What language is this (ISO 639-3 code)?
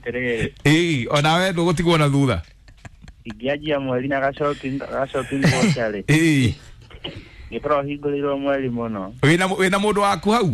kik